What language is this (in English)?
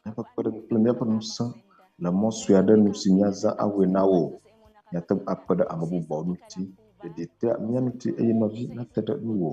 Ewe